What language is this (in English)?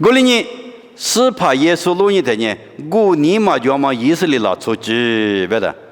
Lisu